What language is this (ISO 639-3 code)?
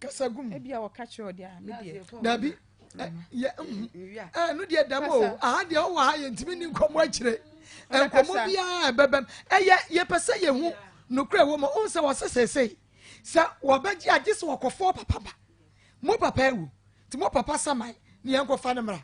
aka